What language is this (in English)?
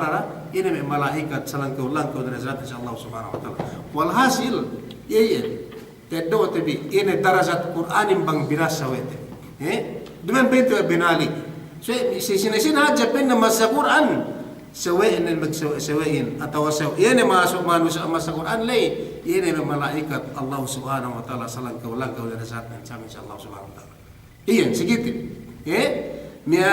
Yakan